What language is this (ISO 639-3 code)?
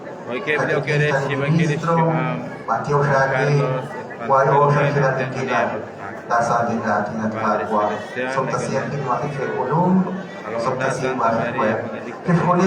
kek